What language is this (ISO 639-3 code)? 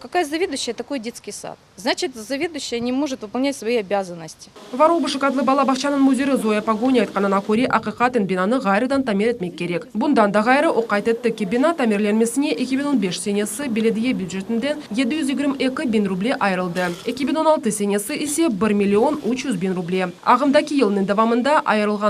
crh